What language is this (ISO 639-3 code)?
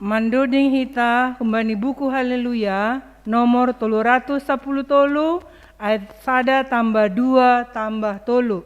bts